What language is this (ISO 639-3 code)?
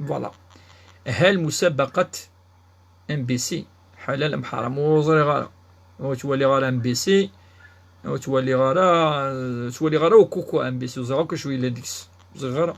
kab